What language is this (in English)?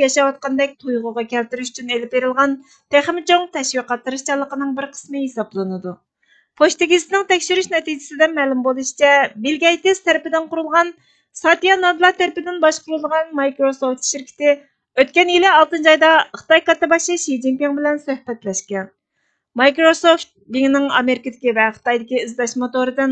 Uyghur